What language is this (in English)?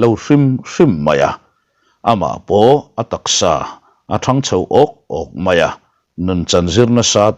Mizo